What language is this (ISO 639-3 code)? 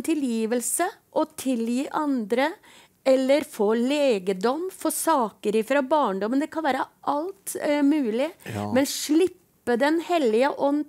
nor